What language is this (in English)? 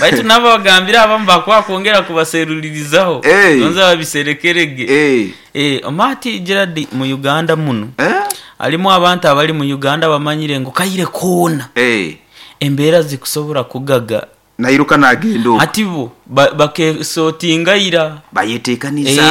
Nyoro